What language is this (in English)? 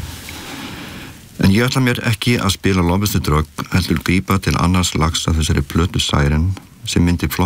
Icelandic